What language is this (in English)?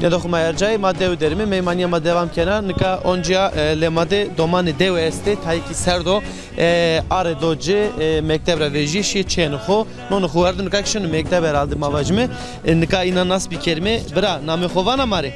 Zaza